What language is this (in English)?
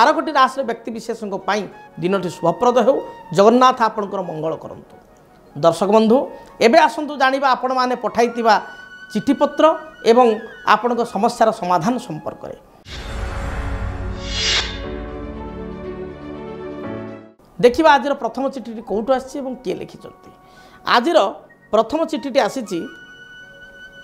Odia